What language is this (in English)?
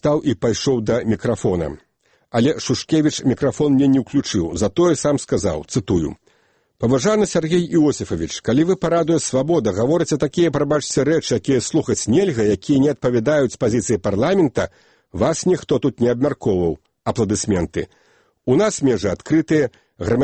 Belarusian